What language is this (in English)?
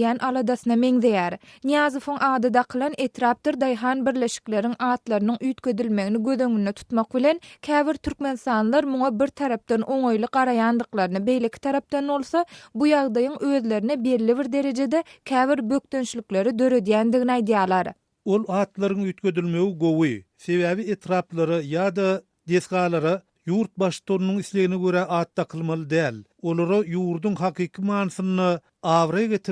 Turkmen